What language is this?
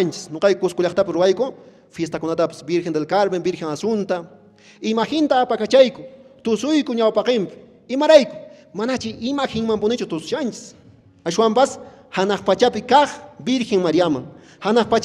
Quechua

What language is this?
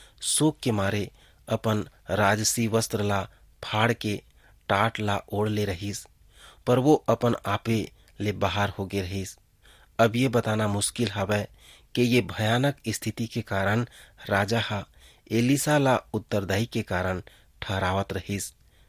Chhattisgarhi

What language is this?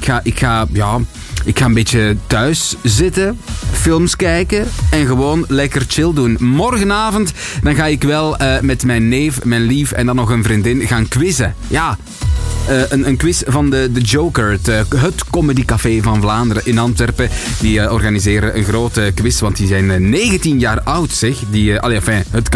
Dutch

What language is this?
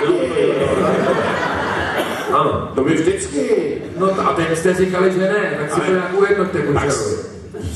Czech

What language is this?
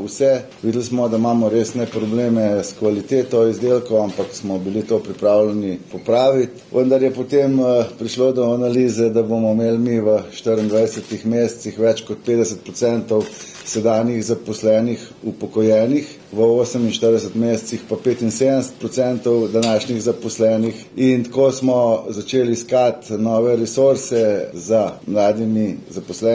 Slovenian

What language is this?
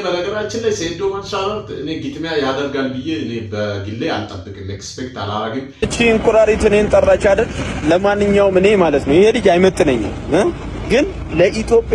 Amharic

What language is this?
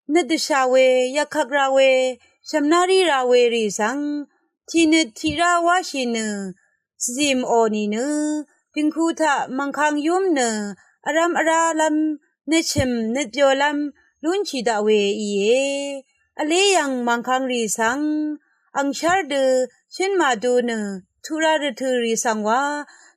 Rawang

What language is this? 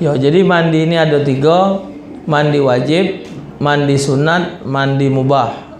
Musi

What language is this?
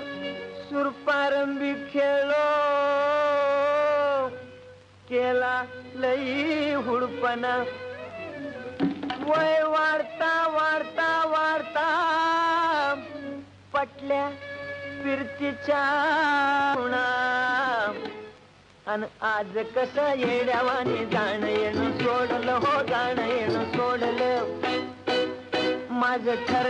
Marathi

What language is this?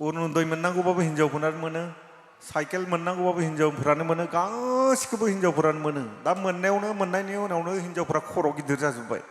Bodo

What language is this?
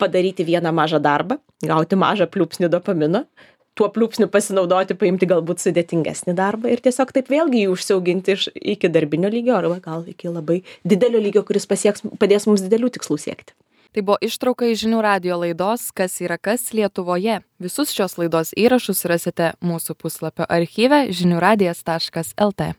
Lithuanian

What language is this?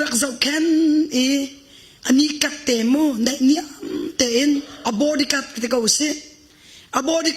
Hakha Chin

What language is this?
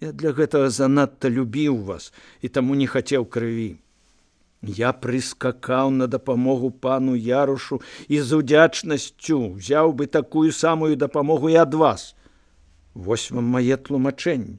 Belarusian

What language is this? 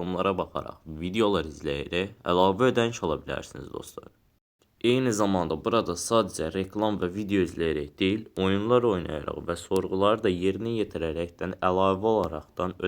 Azerbaijani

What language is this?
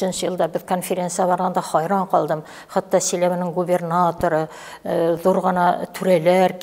Bashkir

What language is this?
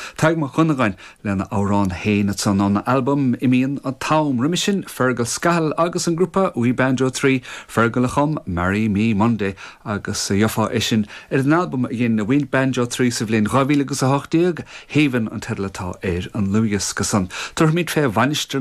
Irish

